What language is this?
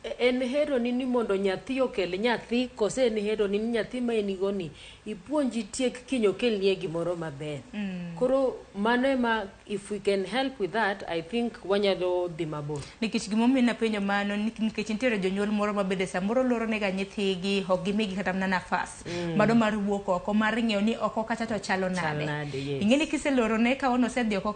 Luo (Kenya and Tanzania)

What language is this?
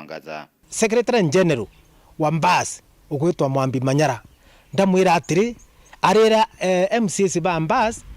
Meru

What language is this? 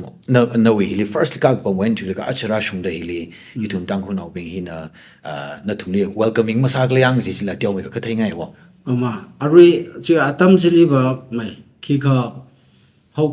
Tangkhul Naga (India)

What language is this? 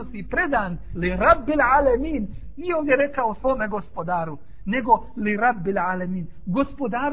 Bosnian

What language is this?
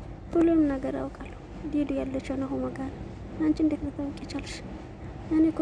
Amharic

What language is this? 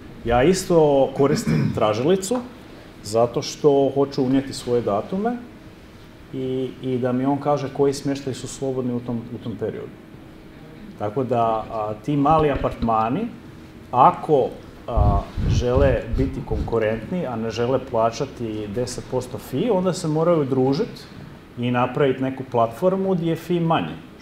Croatian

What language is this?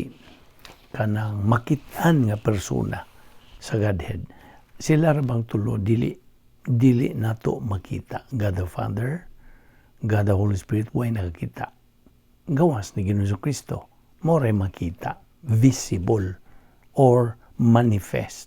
Cebuano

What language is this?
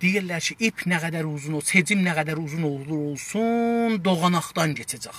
South Azerbaijani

